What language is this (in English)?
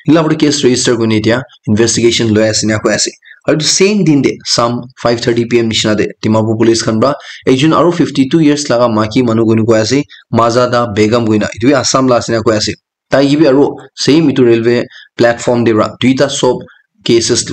Naga Pidgin